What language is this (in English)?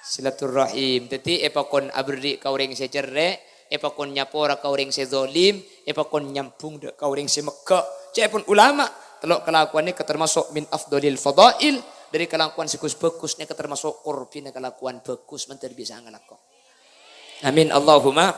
Madurese